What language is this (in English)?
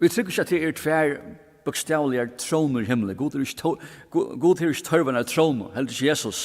Faroese